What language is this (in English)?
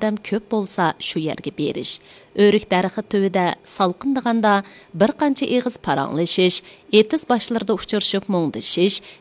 Uyghur